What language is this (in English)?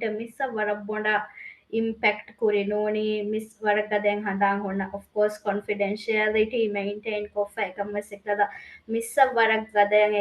Divehi